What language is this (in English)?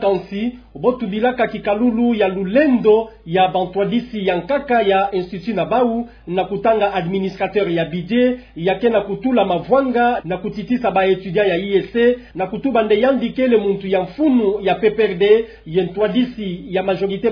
Kituba (Democratic Republic of Congo)